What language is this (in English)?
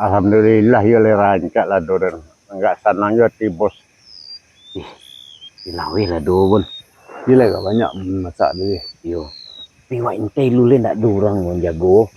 Minangkabau